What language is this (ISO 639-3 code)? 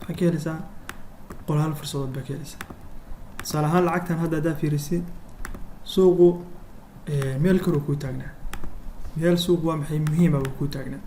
som